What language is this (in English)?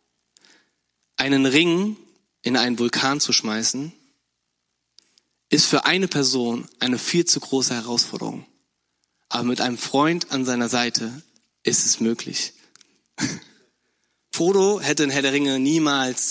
German